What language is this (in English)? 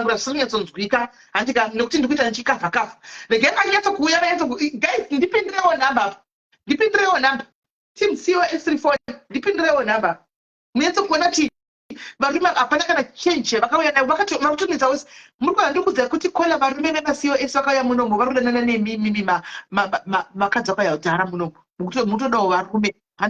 Shona